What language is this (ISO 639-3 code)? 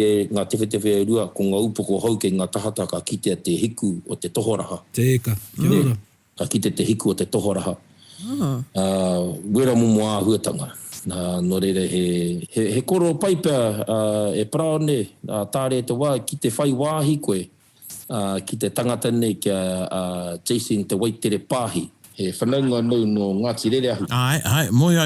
mri